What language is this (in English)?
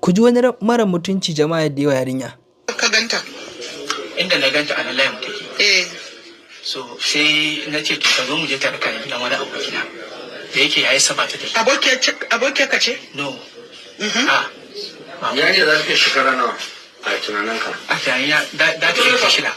Hausa